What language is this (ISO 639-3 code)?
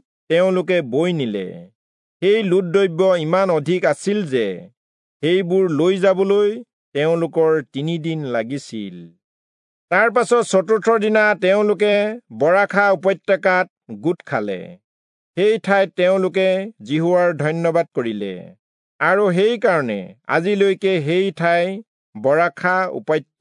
asm